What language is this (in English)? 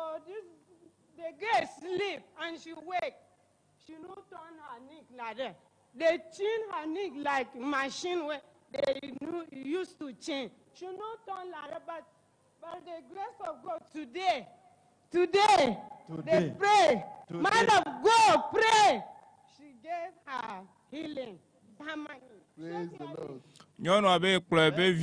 Ewe